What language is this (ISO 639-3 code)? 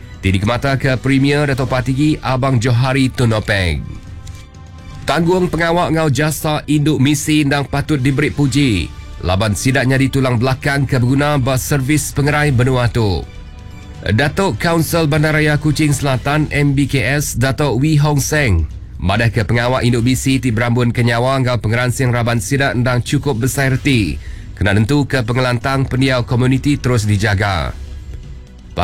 iba